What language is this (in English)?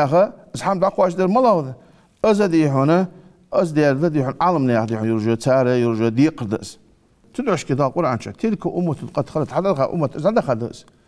Ingush